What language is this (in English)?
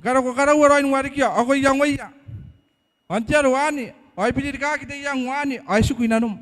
Gilbertese